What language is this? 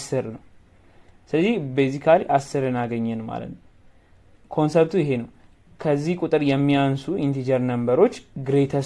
Amharic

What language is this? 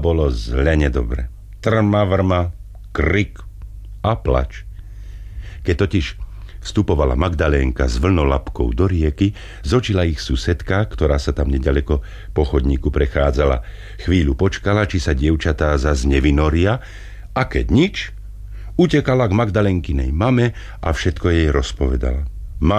Slovak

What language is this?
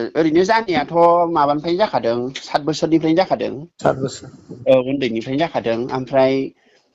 Bodo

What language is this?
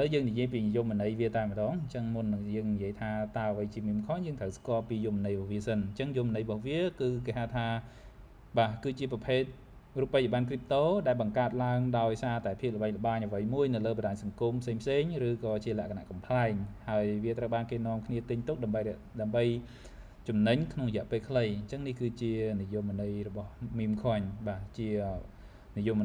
Khmer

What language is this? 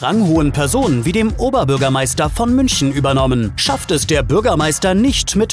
German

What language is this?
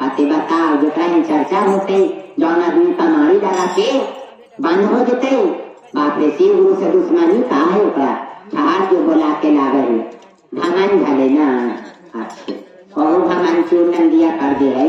Magahi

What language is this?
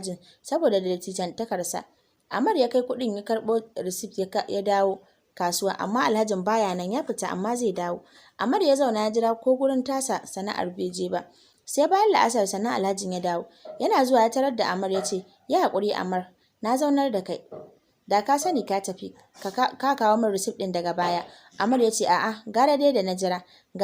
Hausa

